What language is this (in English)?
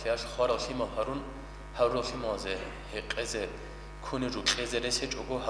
Avaric